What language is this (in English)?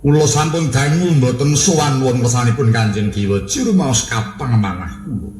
Javanese